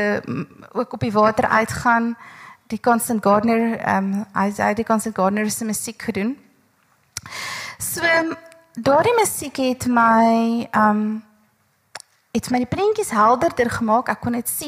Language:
Afrikaans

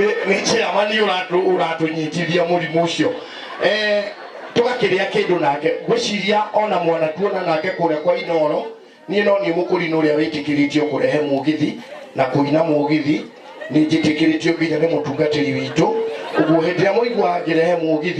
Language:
Kikuyu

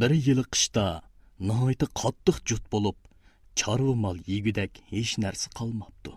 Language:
Uyghur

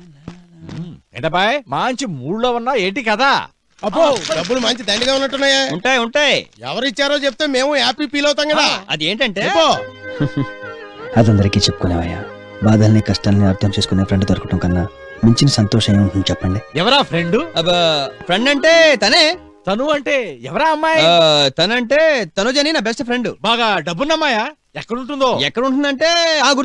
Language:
Telugu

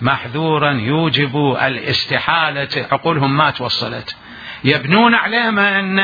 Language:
Mesopotamian Arabic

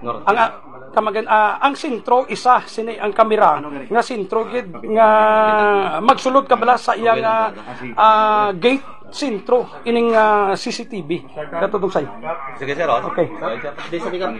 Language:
Hiligaynon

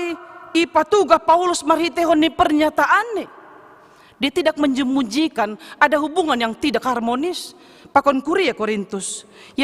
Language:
Batak Simalungun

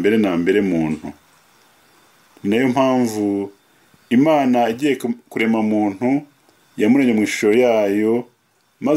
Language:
Kinyarwanda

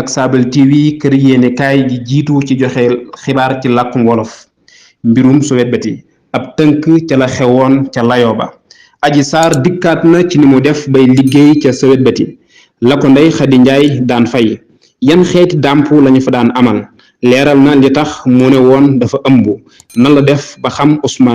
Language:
Wolof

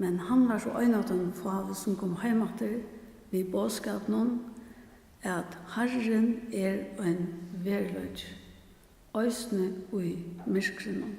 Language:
Faroese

